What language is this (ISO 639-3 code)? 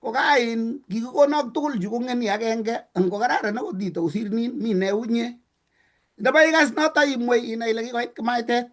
kln